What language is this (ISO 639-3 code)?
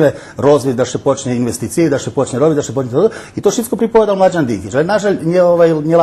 rue